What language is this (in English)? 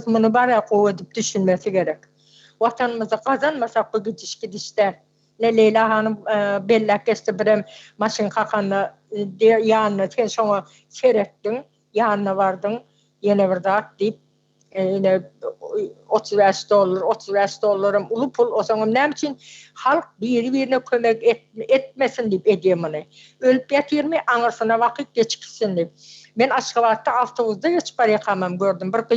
Turkmen